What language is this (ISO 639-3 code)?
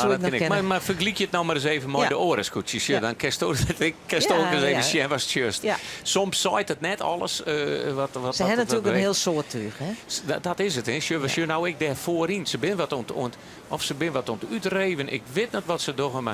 fry